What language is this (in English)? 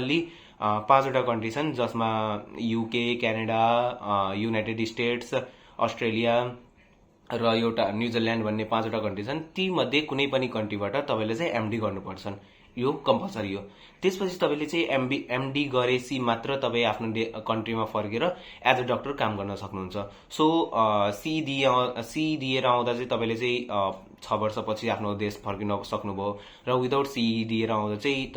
Nepali